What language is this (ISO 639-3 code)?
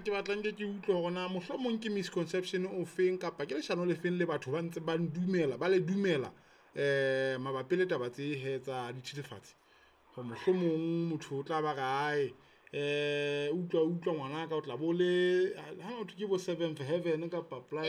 sot